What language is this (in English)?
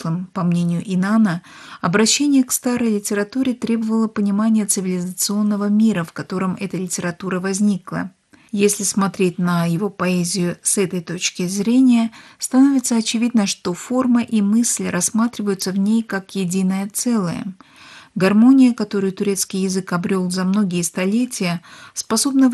Russian